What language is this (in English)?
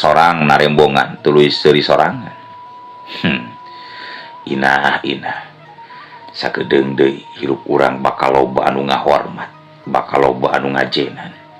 Sundanese